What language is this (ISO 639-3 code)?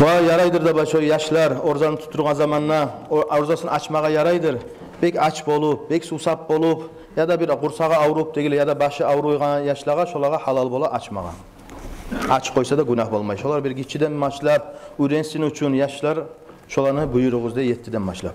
kum